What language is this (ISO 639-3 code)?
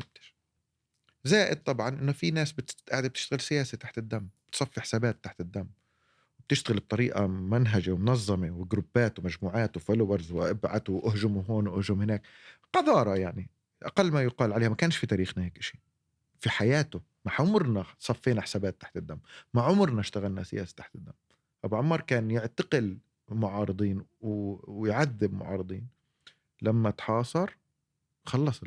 apc